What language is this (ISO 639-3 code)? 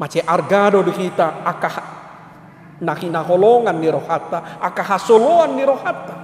bbc